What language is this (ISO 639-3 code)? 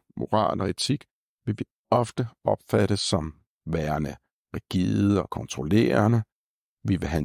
dan